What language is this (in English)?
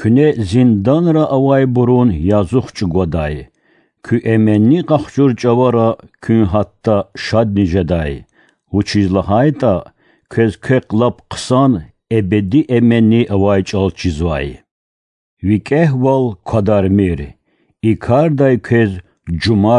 Lezghian